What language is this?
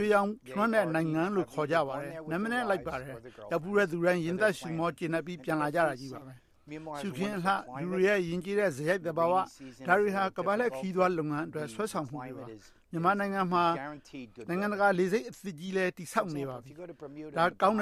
Burmese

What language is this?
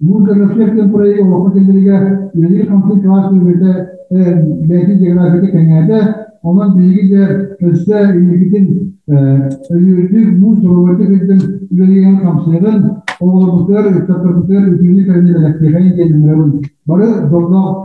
Yakut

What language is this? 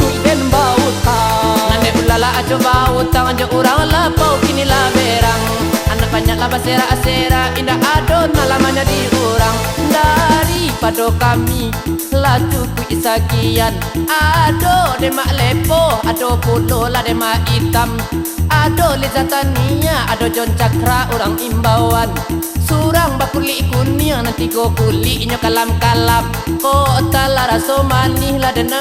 Minangkabau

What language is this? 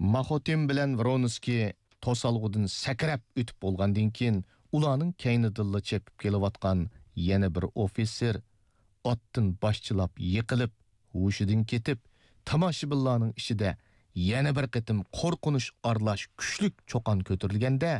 Uyghur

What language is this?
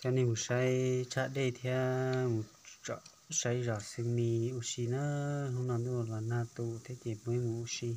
Hmong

